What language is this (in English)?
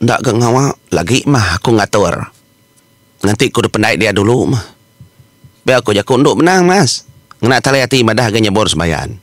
Iban